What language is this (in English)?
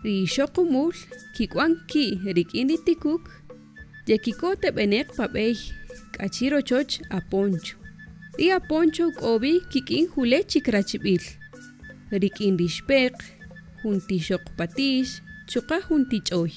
Kaqchikel